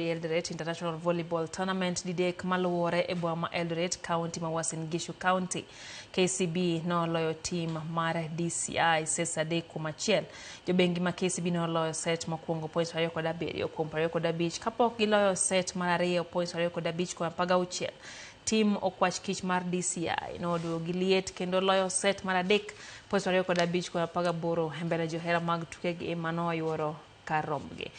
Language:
Luo (Kenya and Tanzania)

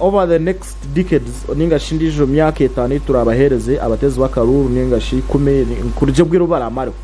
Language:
Nyankole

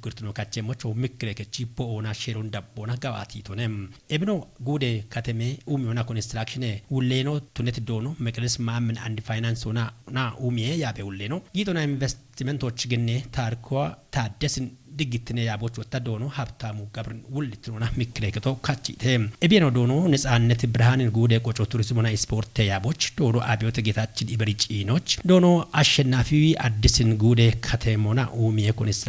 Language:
Kafa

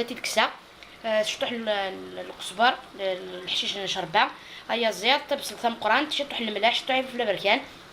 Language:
Algerian Arabic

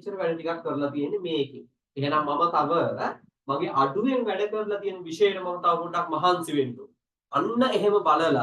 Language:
Sinhala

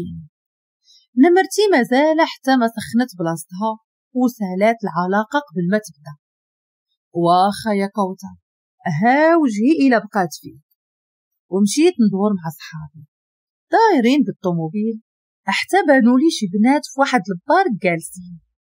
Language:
Moroccan Arabic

